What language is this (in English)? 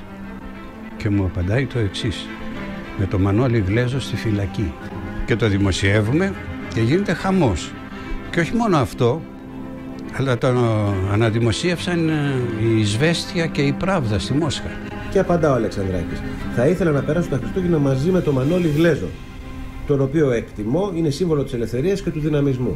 Greek